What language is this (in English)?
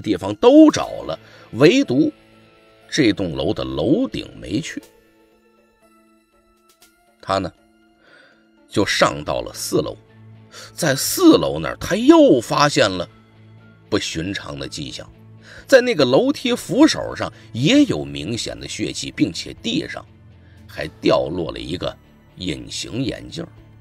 Chinese